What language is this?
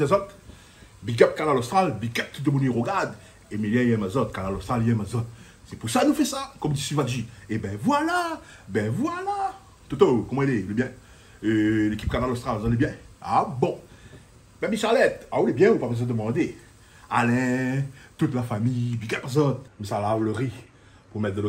Réunion Creole French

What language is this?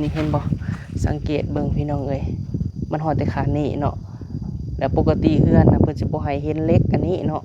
Lao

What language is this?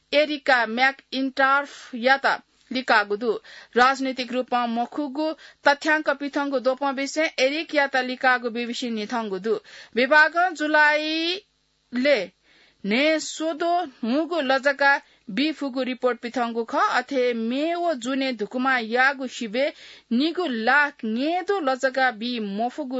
Newari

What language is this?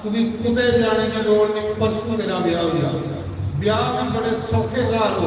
Dogri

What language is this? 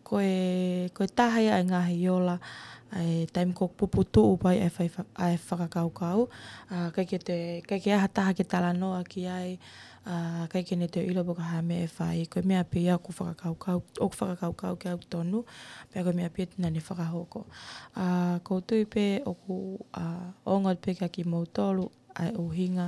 Tongan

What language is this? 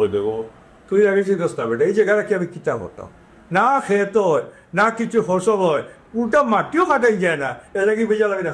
Sylheti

